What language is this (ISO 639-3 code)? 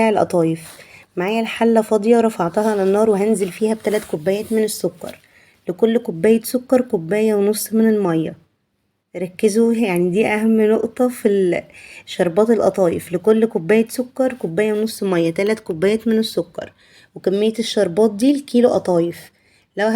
arz